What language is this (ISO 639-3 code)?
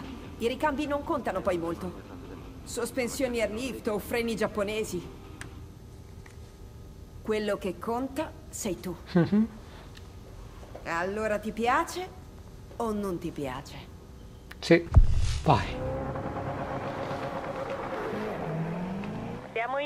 ita